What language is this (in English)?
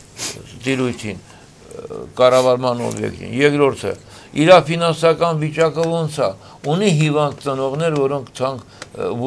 Armenian